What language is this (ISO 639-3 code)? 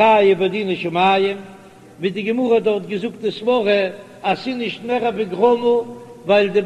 yid